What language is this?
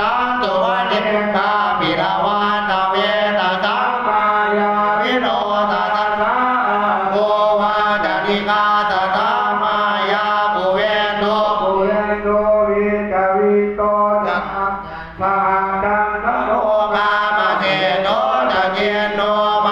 Pali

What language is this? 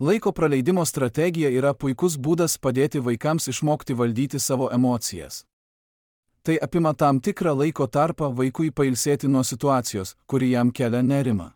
Lithuanian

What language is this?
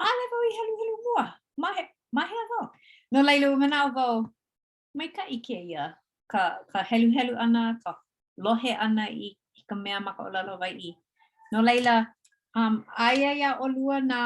Hawaiian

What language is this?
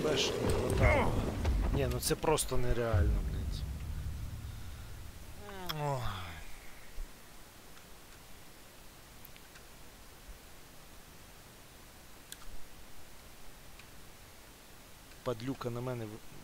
Ukrainian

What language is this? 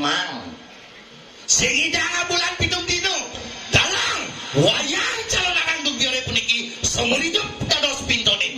Balinese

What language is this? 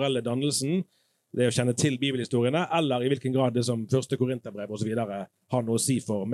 Norwegian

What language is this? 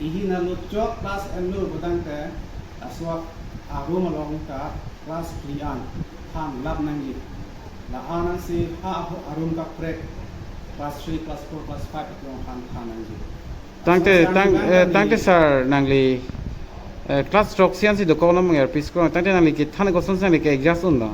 Karbi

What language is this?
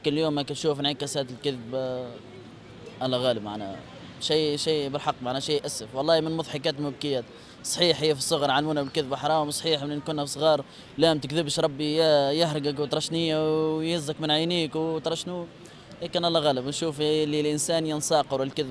Tunisian Arabic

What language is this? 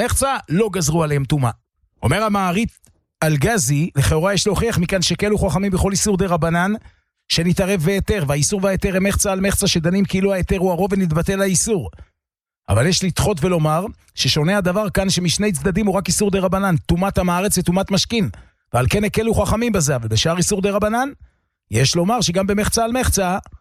Hebrew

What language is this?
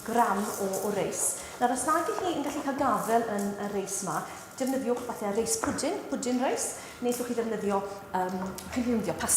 Welsh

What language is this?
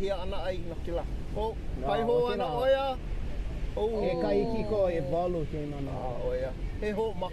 Hawaiian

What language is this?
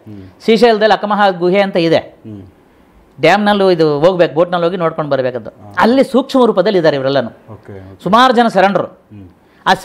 Kannada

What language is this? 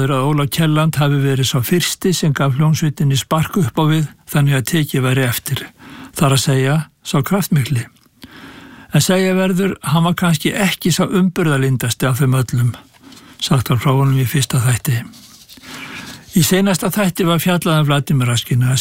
Icelandic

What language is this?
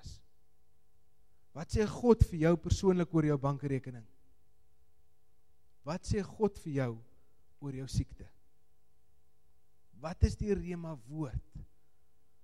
Afrikaans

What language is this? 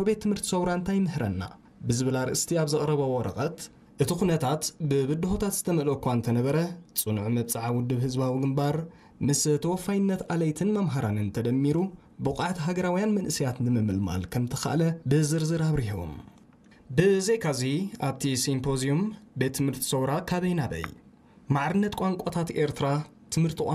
Tigrinya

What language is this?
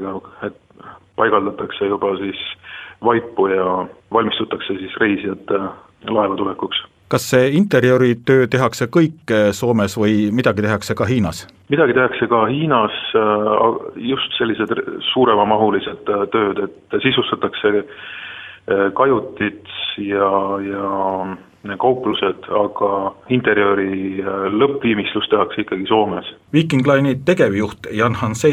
Estonian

